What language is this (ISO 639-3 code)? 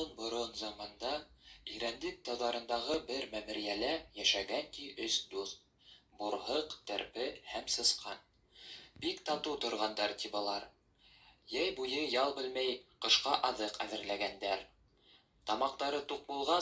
bak